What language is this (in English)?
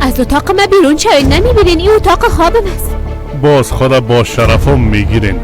Persian